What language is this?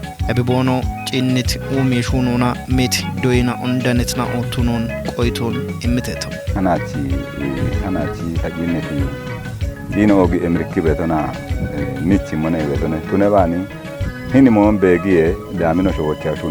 Kafa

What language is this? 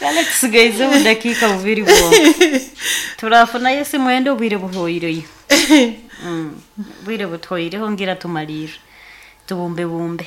Nyoro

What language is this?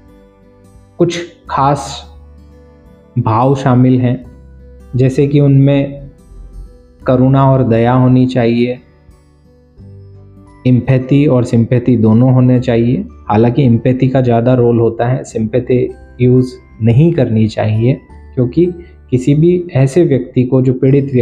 Hindi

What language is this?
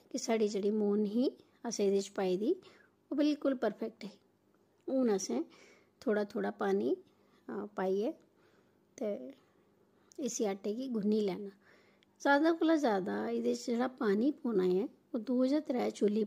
Dogri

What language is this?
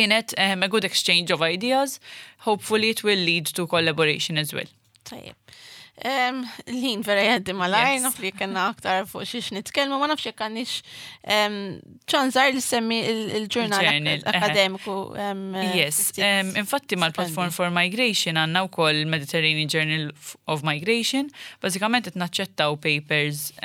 Maltese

